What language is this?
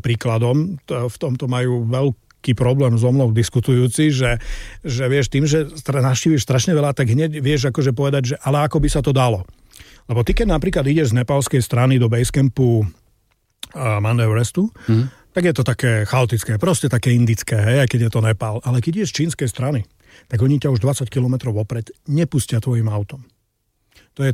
Slovak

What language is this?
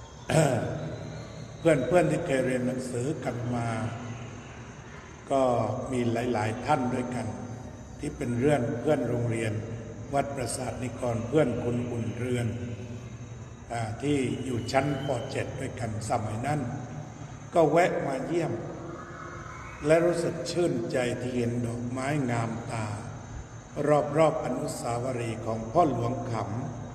Thai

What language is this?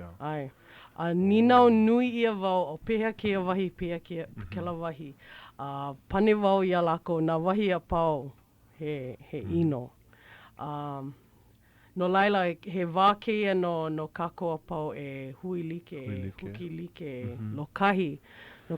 Hawaiian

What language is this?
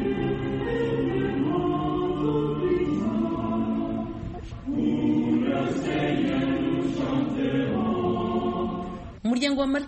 Kinyarwanda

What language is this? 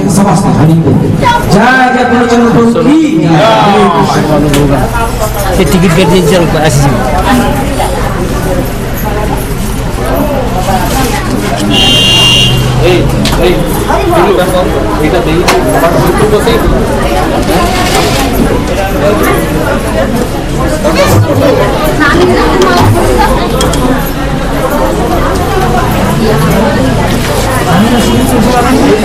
Odia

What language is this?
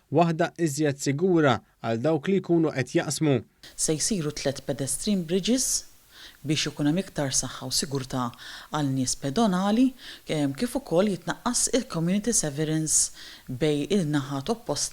Maltese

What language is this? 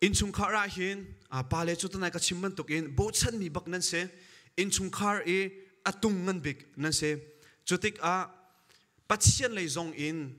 Hakha Chin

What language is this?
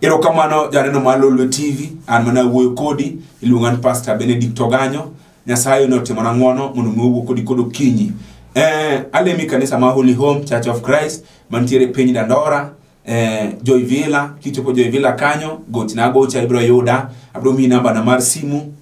Luo (Kenya and Tanzania)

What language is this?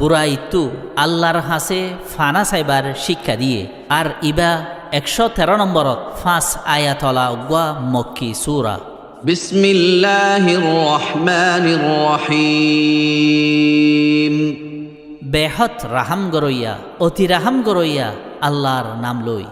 Rohingya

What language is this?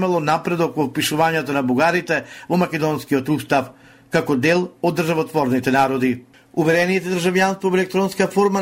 Macedonian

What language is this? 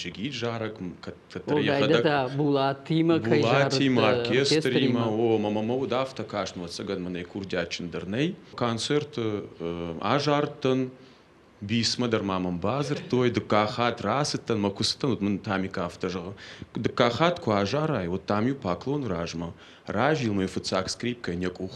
Ossetic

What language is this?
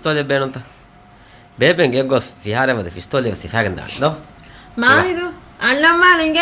Divehi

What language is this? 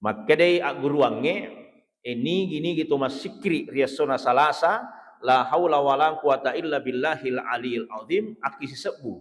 Buginese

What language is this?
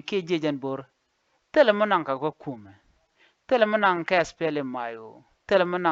Nuer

